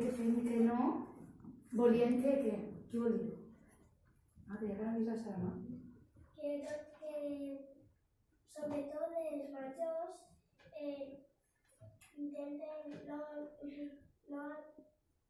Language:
Catalan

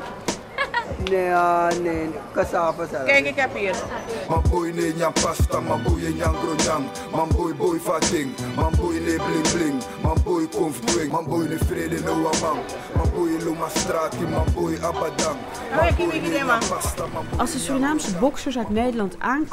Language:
Dutch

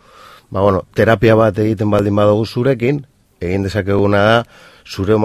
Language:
Basque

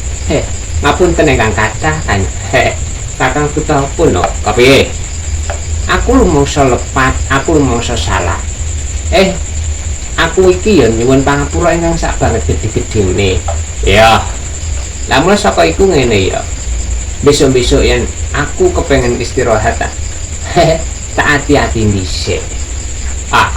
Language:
Javanese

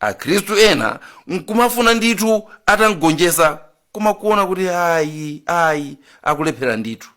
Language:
Nyanja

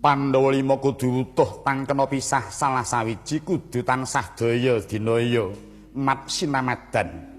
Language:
Javanese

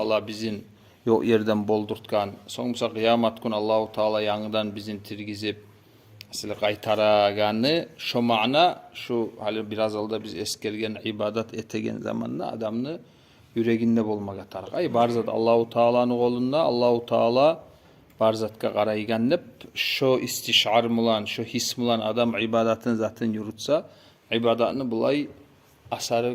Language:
Kumyk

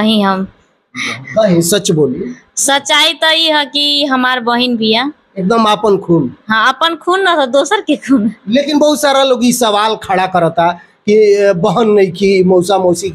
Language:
Bhojpuri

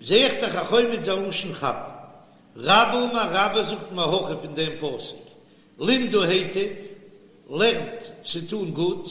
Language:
Yiddish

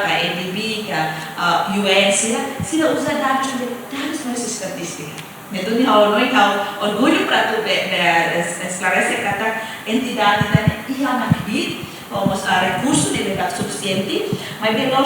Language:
Tetum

